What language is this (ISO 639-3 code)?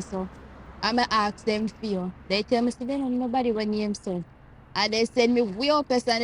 jam